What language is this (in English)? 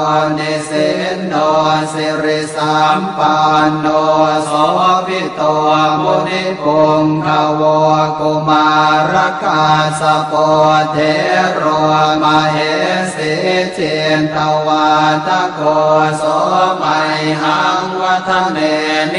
Pali